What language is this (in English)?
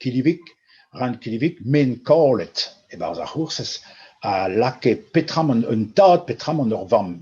Breton